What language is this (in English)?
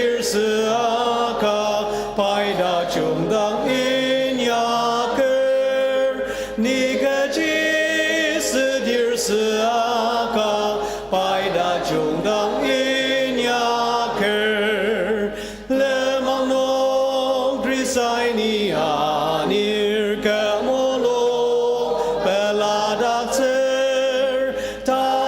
Ao Naga